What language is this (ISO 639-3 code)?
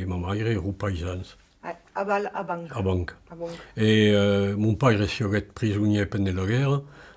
oci